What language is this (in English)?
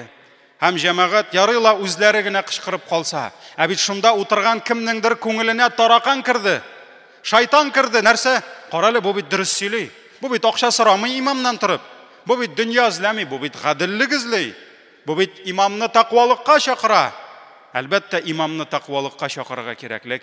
Tatar